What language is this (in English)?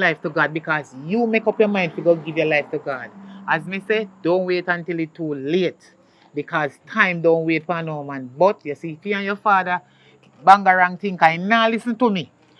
Jamaican Creole English